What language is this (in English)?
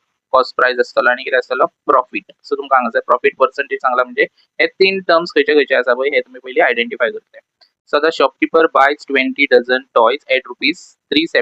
Konkani